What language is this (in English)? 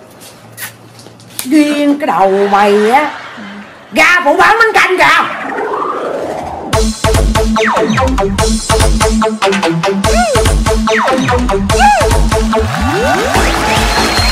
Vietnamese